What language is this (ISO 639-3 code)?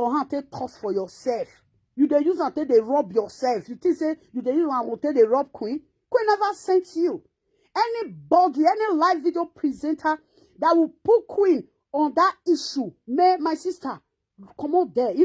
pcm